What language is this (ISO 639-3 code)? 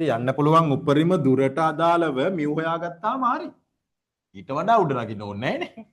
sin